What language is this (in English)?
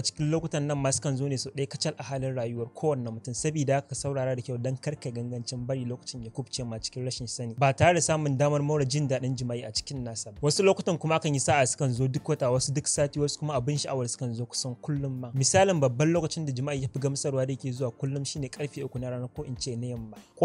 Hausa